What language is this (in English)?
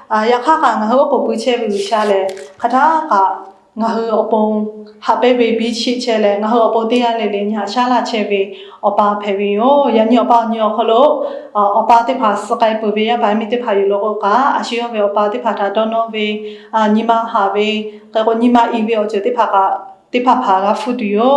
Lahu